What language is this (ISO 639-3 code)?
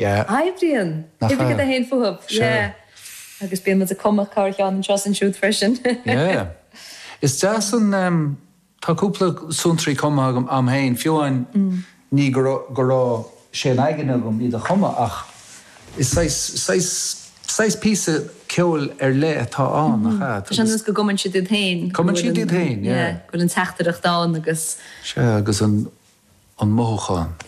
gle